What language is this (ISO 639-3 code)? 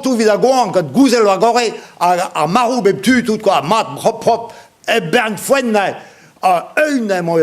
bre